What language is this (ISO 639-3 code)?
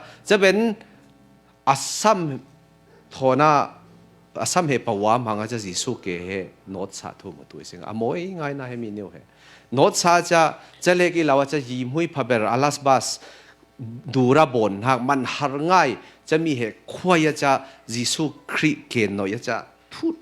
cfm